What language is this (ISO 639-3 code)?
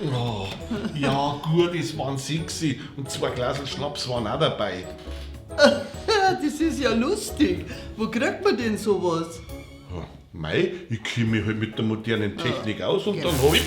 bar